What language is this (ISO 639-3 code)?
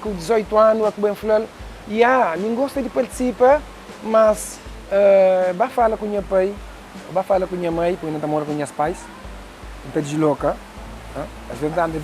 kea